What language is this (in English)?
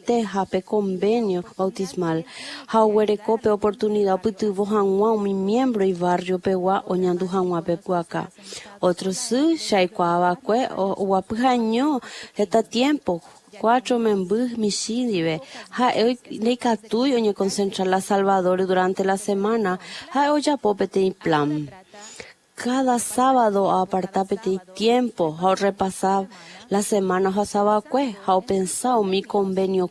Guarani